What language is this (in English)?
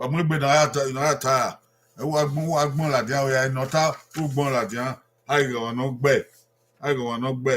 Bini